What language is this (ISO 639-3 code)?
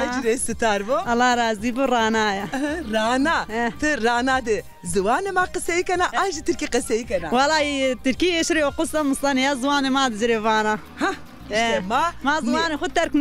zza